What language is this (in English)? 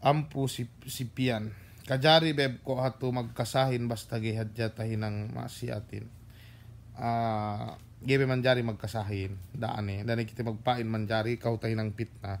Yakan